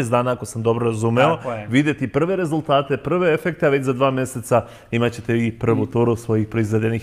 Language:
Serbian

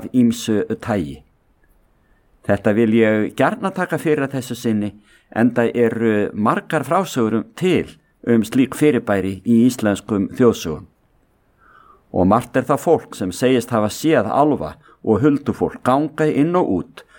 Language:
Icelandic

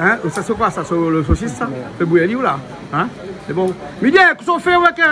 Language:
Réunion Creole French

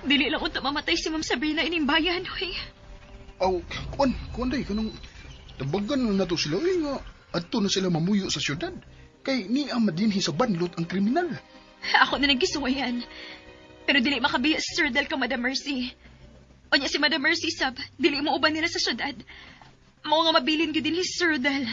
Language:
Cebuano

